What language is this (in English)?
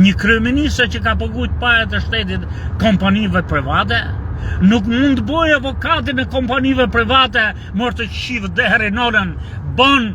Albanian